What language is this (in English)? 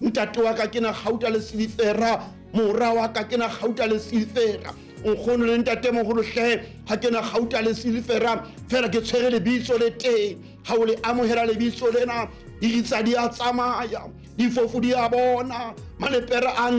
Southern Sotho